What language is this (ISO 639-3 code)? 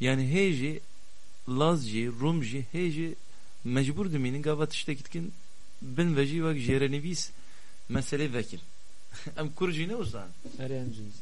kur